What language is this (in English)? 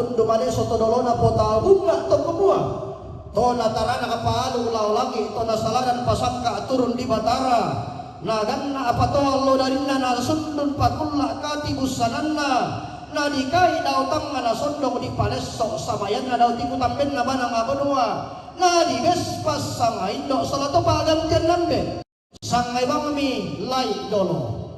Toraja-Sa'dan